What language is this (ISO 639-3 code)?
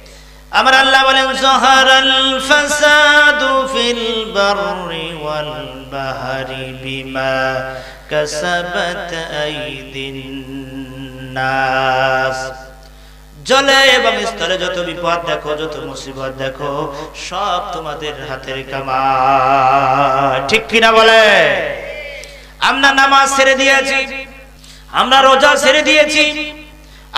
ben